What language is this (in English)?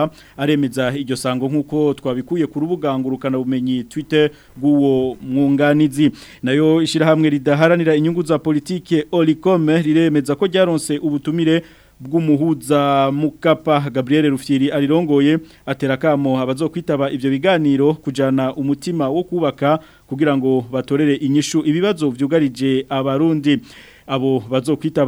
Rundi